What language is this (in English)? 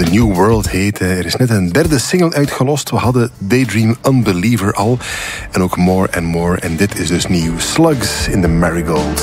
Dutch